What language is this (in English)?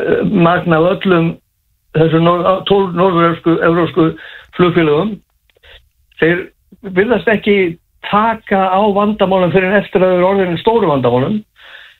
Icelandic